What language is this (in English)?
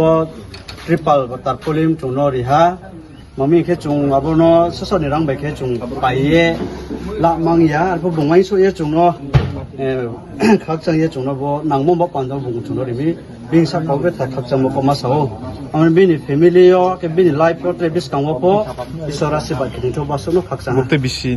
Riang (India)